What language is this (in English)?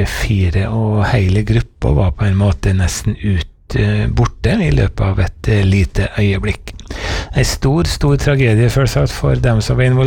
Norwegian